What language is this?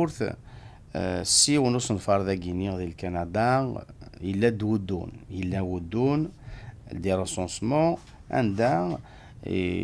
Kabyle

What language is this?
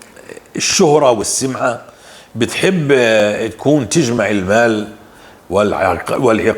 North Levantine Arabic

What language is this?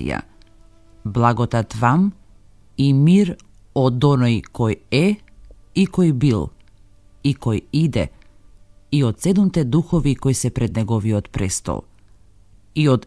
Macedonian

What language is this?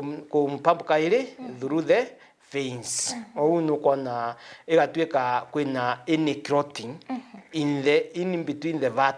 Meru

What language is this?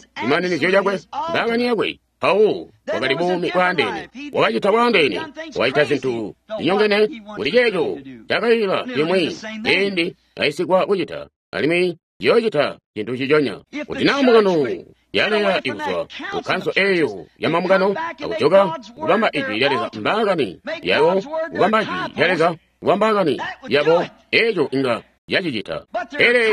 Tonga (Zambia)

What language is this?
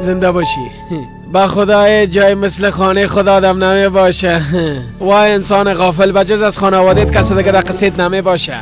Persian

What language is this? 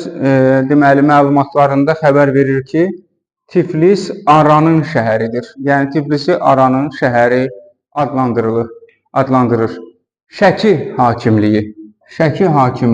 Azerbaijani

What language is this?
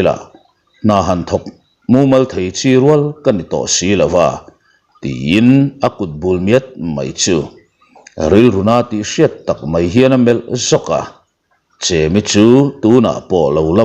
Mizo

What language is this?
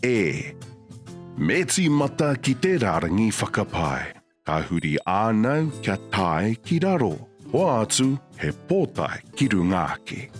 Māori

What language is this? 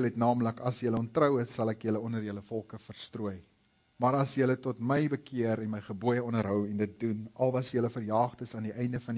Afrikaans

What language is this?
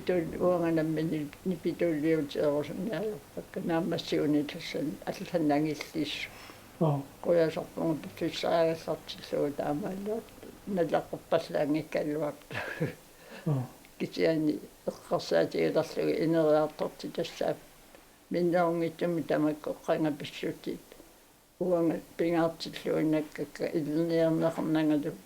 Kalaallisut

